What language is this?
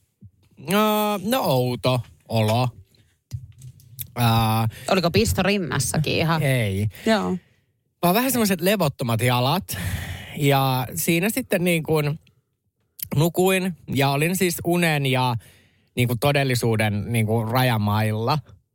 Finnish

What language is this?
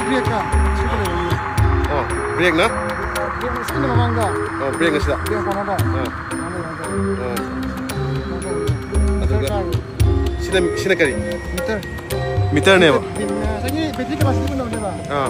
Manipuri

